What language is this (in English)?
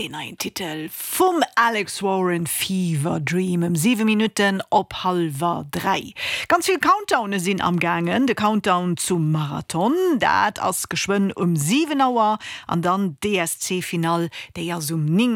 Luxembourgish